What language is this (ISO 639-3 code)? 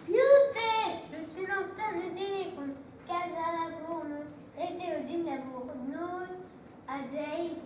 bre